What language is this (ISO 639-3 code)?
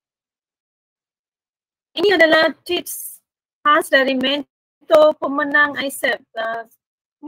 msa